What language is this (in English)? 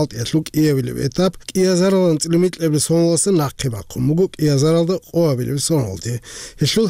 Avaric